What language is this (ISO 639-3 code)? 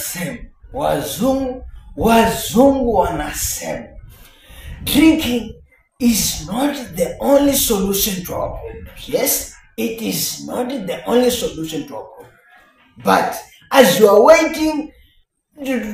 swa